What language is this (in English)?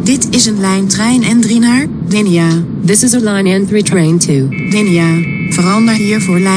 Dutch